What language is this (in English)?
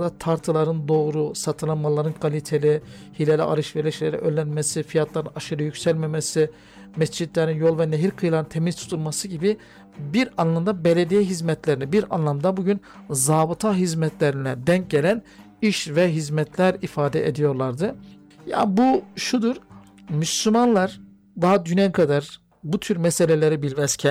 Turkish